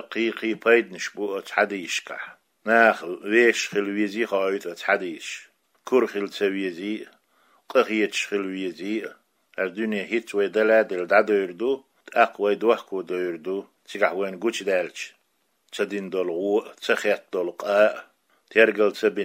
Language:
Chechen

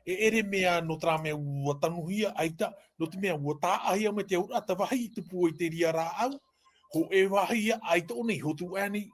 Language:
Tahitian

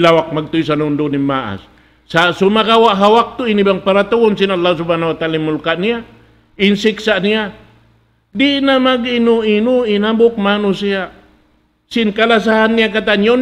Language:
Tausug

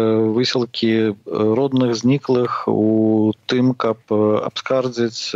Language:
Belarusian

